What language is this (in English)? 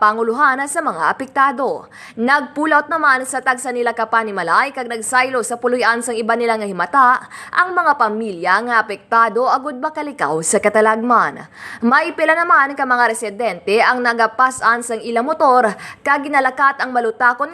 Hiligaynon